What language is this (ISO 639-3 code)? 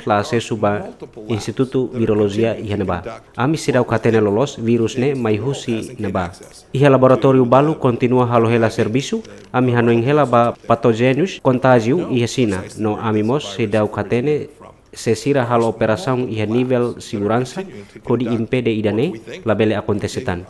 tet